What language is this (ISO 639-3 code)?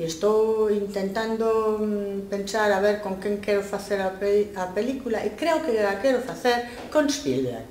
glg